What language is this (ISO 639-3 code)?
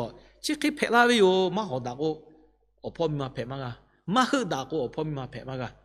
lhu